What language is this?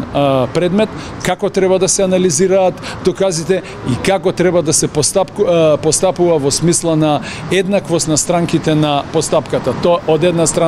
Macedonian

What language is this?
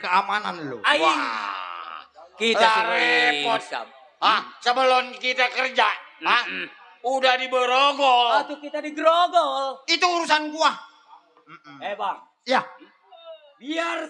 Betawi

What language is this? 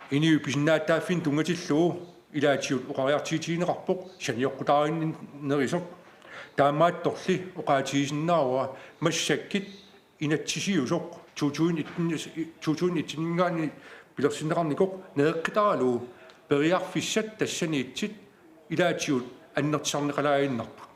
Kalaallisut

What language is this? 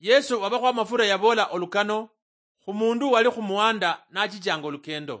Luyia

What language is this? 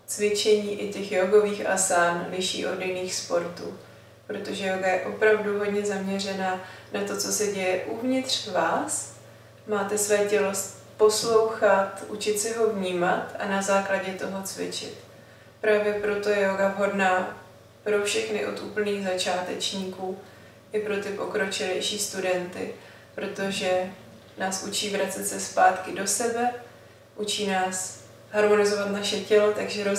Czech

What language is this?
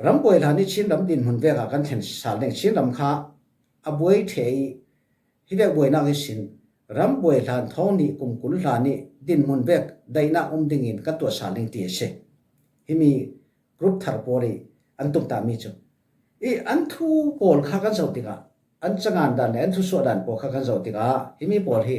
Falam Chin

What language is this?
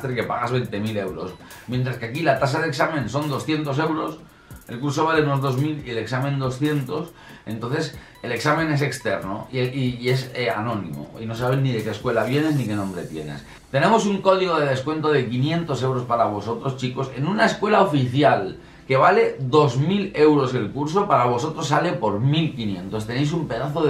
Spanish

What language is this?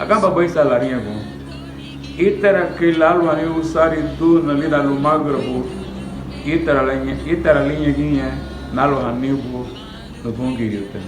Garifuna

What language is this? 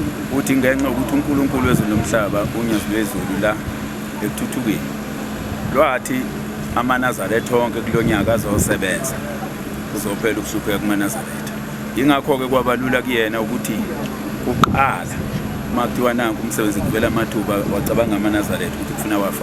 Zulu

